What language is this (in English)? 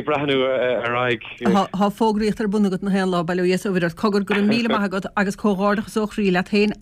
Irish